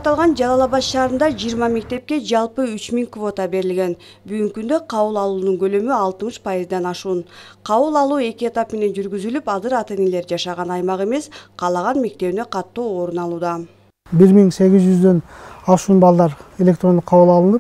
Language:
Kyrgyz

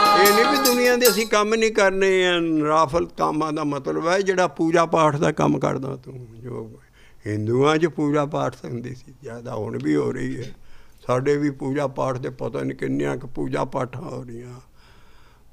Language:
Punjabi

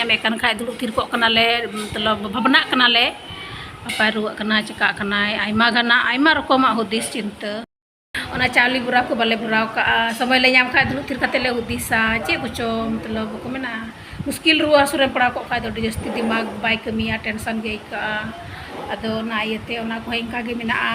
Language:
Santali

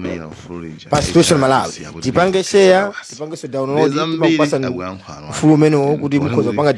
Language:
Nyanja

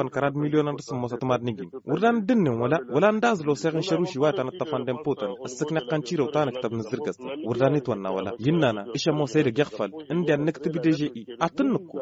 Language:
Tamasheq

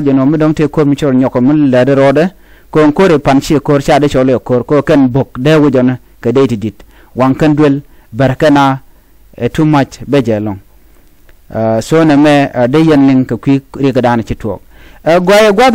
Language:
Nuer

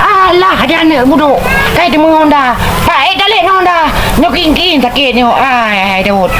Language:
Achinese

